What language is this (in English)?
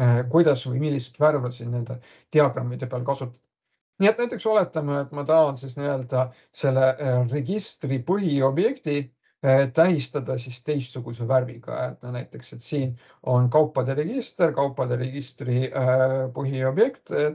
Estonian